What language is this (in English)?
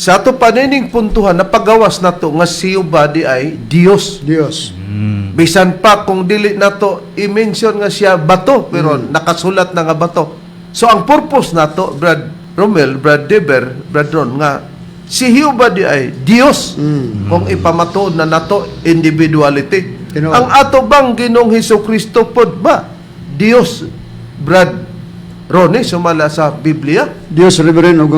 Cebuano